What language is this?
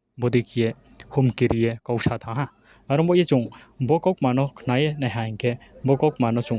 Riang (India)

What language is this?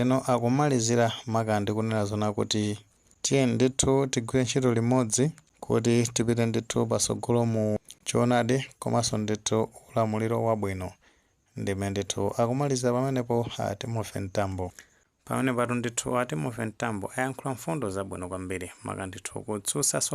Nyanja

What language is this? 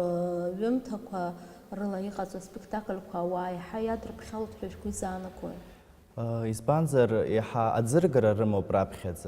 Abkhazian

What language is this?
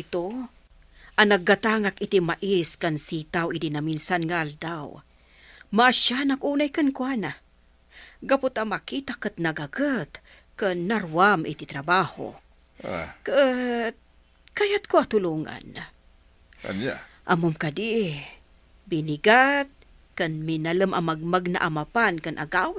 Iloko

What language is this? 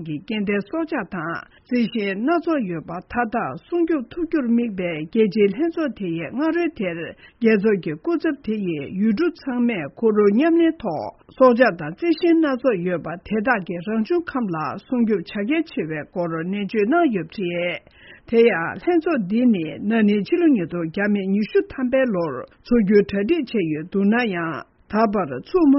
Tibetan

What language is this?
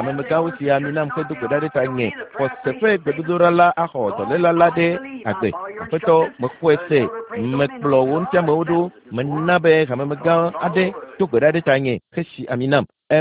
Ewe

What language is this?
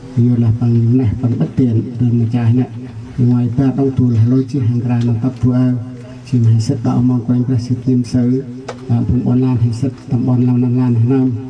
Central Mnong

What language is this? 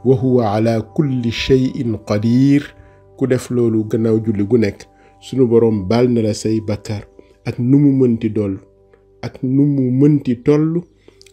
Wolof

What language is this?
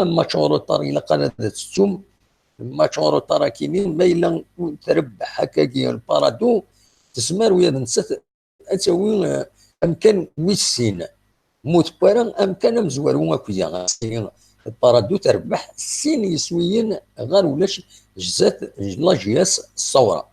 Kabyle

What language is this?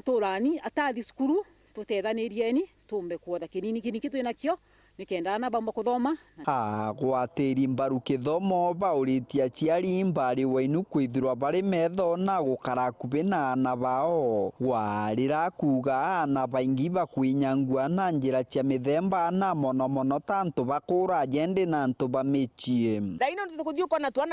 Meru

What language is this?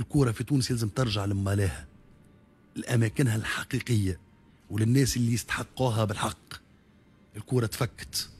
Tunisian Arabic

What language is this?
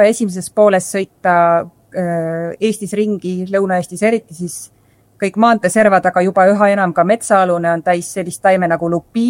Estonian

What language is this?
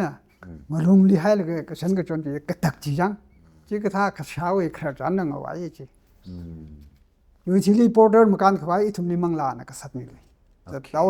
Tangkhul Naga (India)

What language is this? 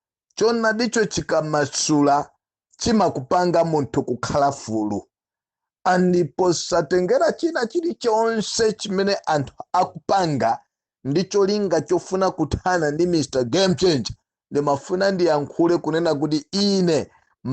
Nyanja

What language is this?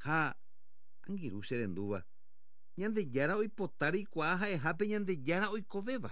Guarani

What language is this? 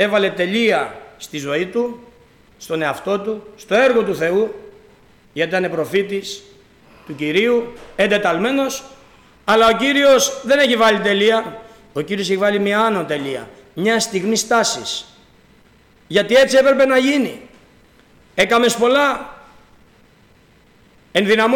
Greek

